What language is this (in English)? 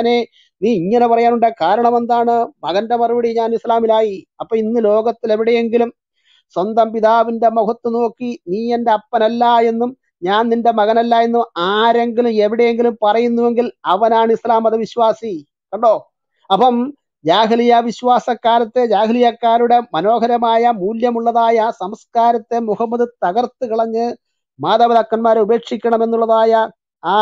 Malayalam